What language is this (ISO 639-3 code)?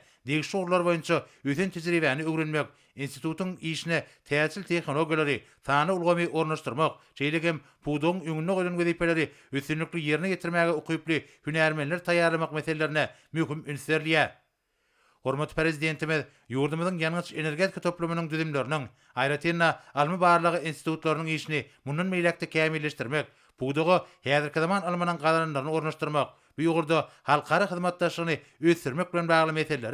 tuk